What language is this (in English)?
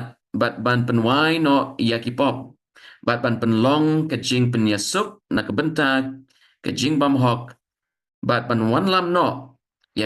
Khasi